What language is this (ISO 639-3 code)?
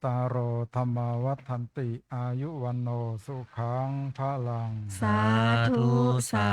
pli